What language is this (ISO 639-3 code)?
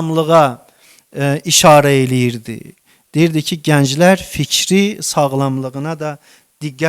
aze